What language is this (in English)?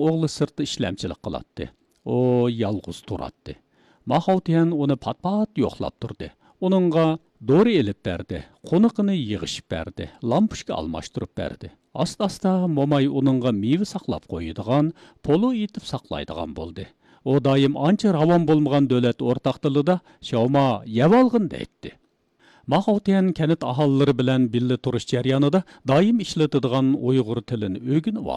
Uyghur